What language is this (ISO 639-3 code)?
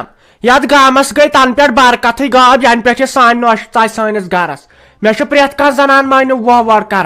kas